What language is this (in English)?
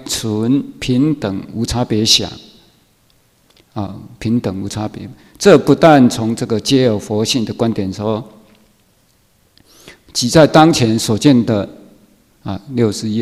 Chinese